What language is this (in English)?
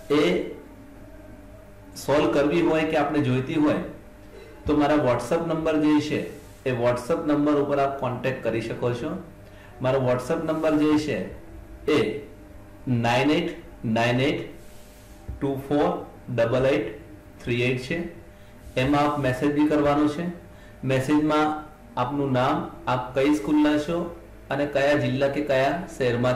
Gujarati